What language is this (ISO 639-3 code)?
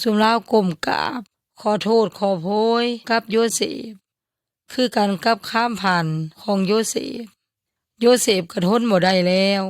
yoy